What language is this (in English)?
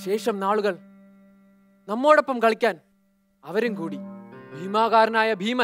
Malayalam